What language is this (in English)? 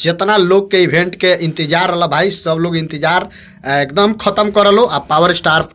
Bhojpuri